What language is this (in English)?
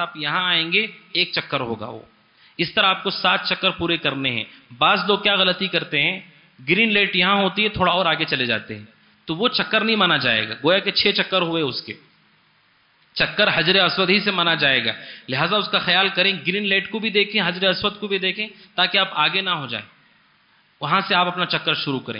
Urdu